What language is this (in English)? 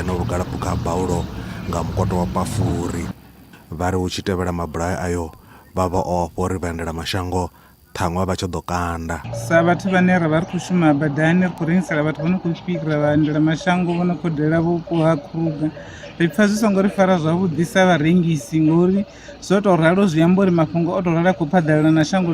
Venda